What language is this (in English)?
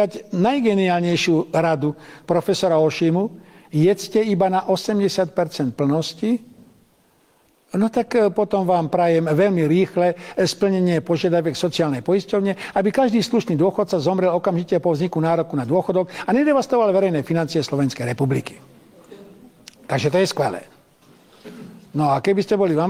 Slovak